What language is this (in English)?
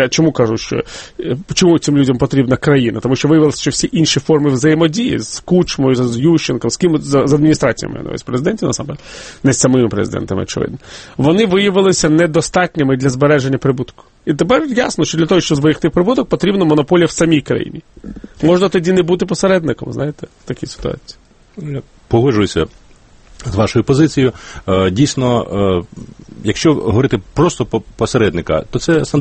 Ukrainian